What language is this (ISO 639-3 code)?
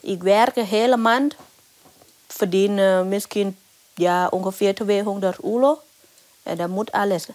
fry